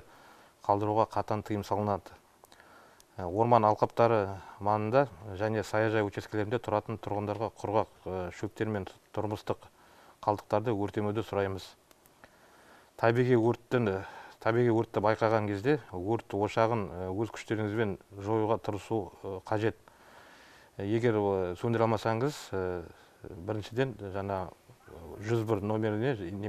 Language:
Kazakh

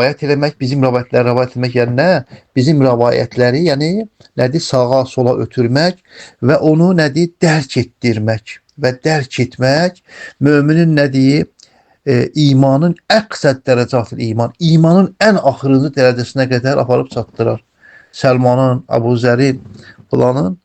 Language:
Azerbaijani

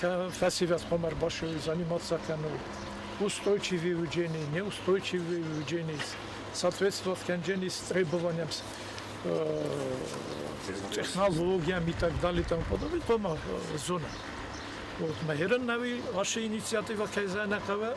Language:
Ossetic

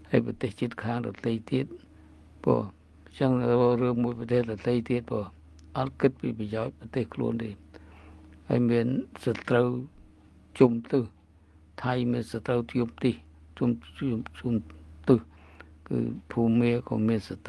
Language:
Khmer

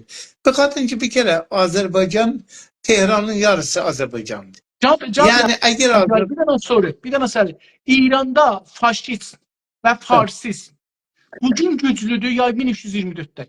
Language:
South Azerbaijani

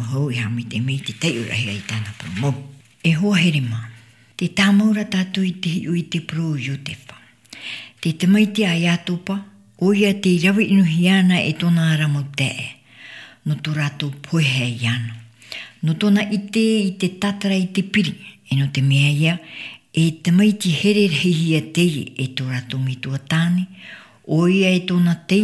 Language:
Tahitian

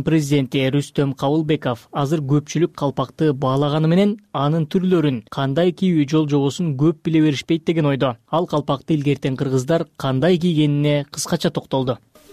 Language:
Kyrgyz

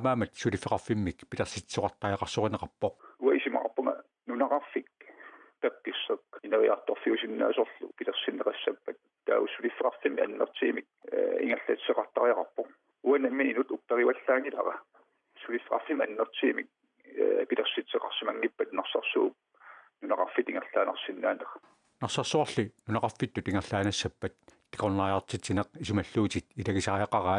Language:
Kalaallisut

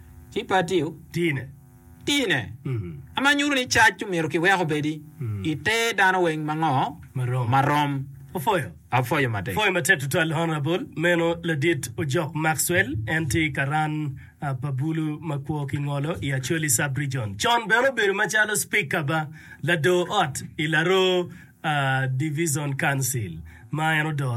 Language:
Acoli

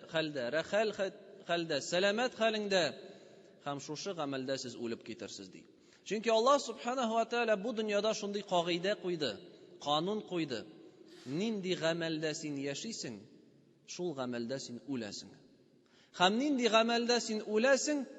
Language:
Tatar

